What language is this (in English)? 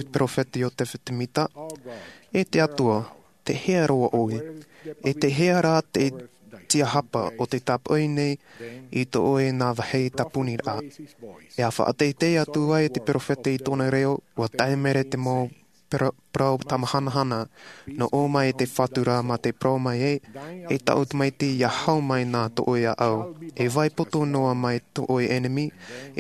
Tahitian